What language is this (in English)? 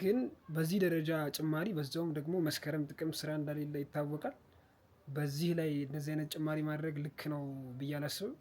Amharic